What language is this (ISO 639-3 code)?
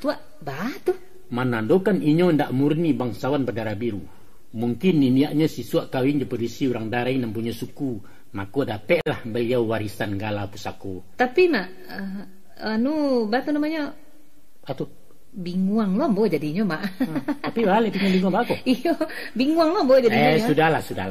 min